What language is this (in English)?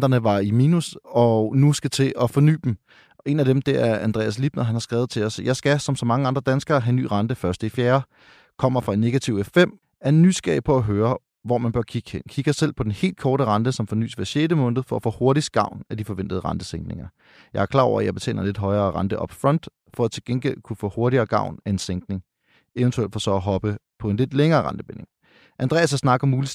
Danish